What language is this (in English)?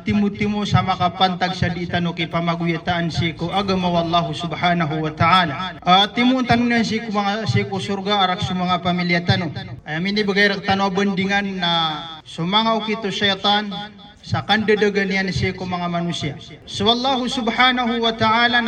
Maranao